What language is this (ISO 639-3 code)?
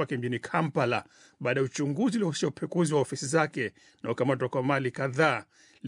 swa